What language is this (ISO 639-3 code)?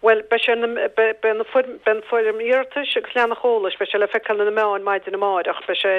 gle